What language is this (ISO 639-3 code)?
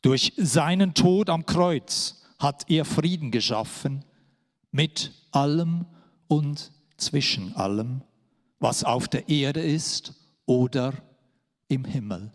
gsw